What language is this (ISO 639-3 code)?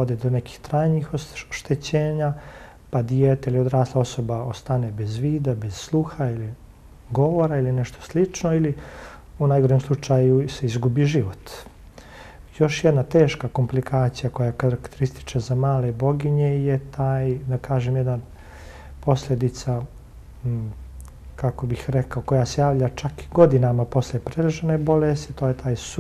bos